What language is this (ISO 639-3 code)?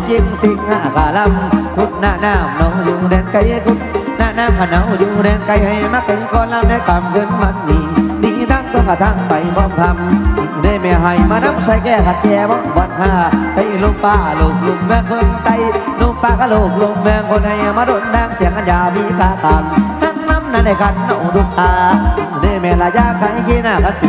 tts